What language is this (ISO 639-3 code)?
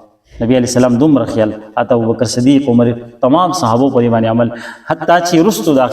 pus